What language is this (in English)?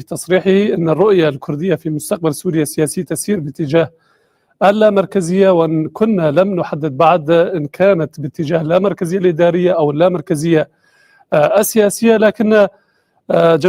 Kurdish